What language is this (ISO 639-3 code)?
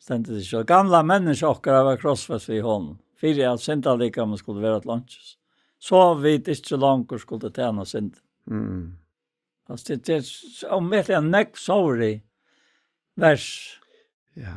fao